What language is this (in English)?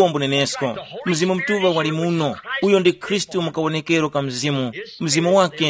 Tumbuka